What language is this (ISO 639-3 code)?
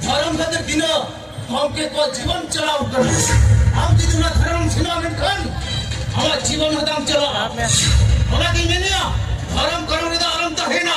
sat